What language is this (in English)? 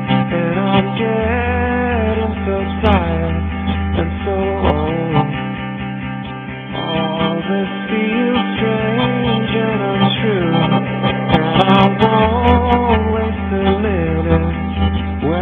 English